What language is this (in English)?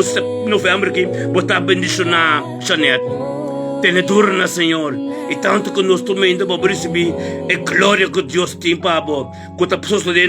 Papiamento